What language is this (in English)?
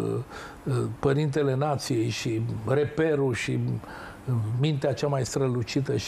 Romanian